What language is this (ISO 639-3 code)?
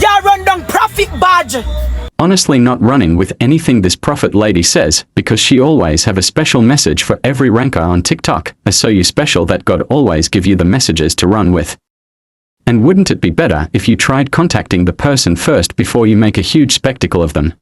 jam